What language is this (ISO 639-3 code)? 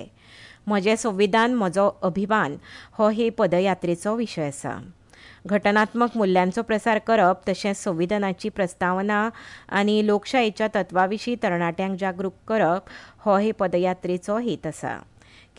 kok